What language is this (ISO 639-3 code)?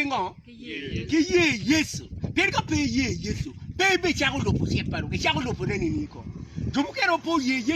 ach